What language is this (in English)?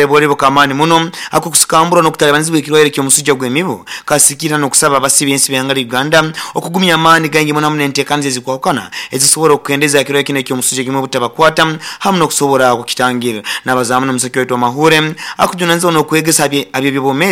Nyoro